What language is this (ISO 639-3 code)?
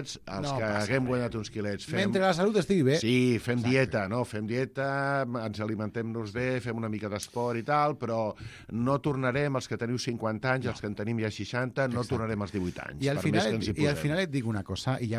cat